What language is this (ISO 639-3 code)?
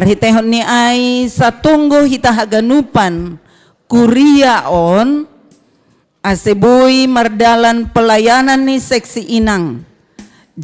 bts